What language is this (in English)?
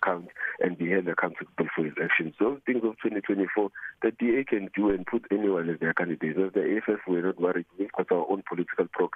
English